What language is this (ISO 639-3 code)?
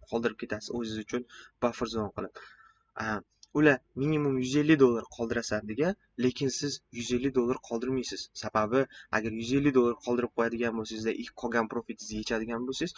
uzb